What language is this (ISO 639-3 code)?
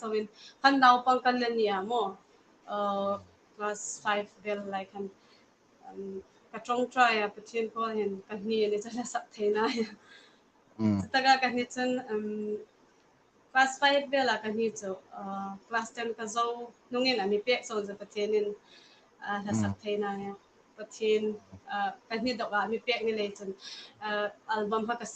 hmr